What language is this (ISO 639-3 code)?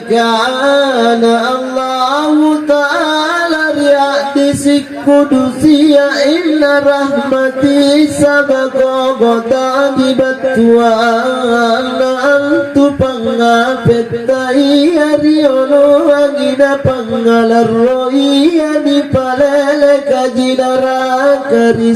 mak